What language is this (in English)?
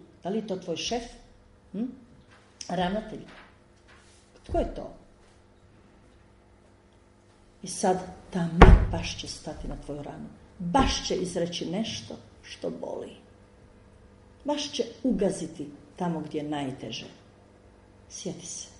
Croatian